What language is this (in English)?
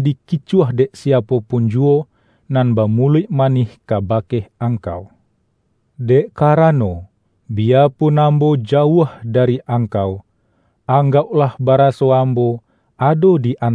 Minangkabau